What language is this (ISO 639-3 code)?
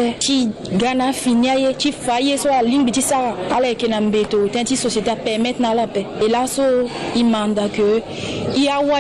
sag